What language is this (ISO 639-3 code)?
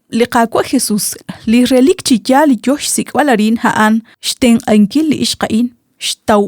kek